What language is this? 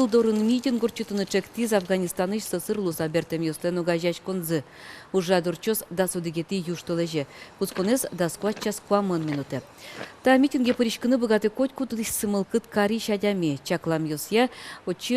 Udmurt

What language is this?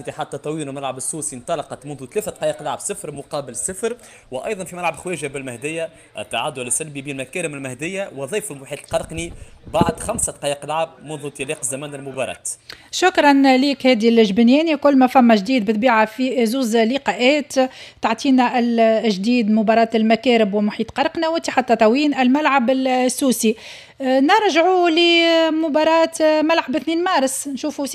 Tunisian Arabic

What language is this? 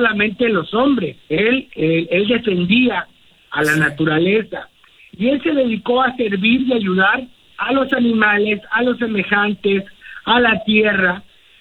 Spanish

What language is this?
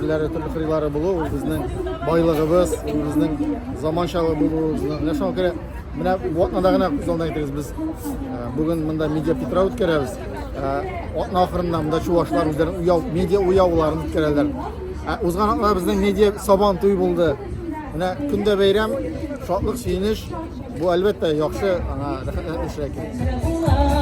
Tatar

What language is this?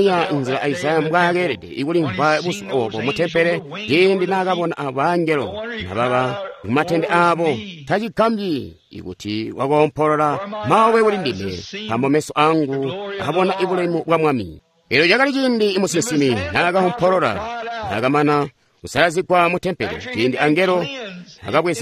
Tonga (Zambia)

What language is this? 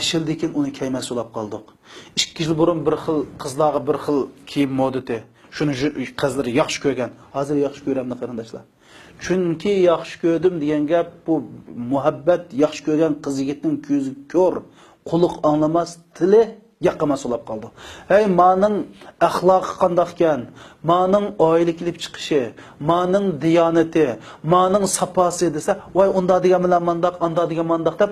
Uyghur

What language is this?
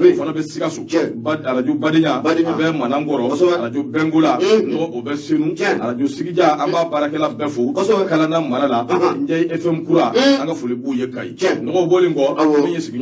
Bambara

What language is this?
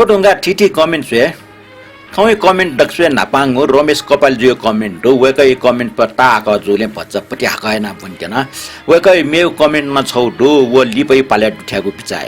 Newari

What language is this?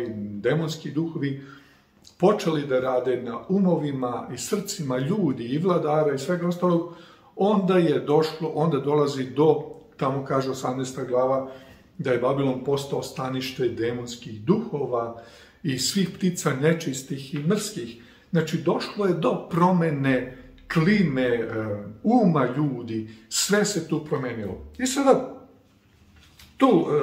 Serbian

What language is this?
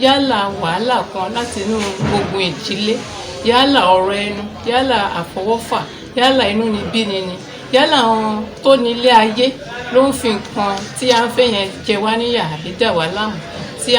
Yoruba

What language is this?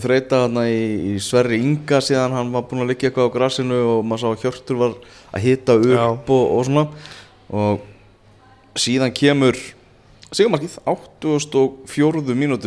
Icelandic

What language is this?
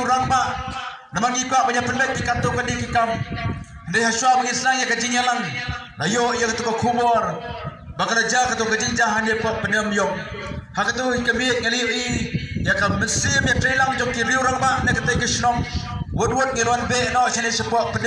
Khasi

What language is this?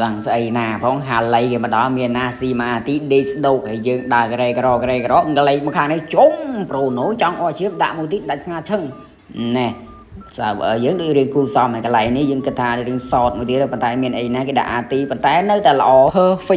Khmer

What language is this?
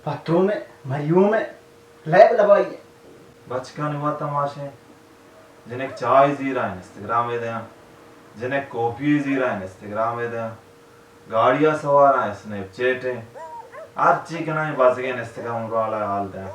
Baluchi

